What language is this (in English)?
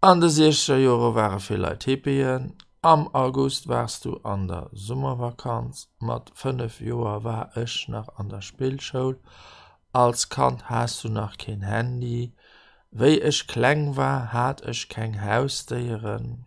Luxembourgish